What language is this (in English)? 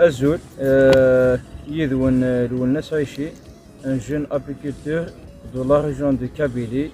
Kabyle